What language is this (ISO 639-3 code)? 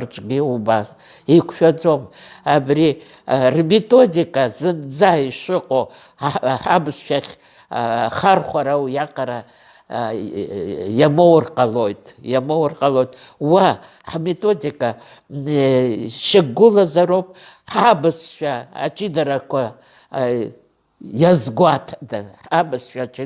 abk